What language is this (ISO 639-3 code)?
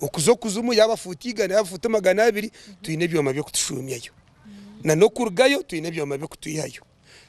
nyn